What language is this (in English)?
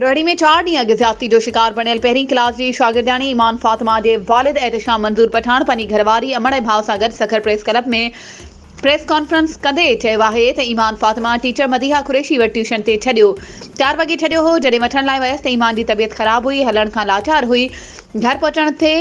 Sindhi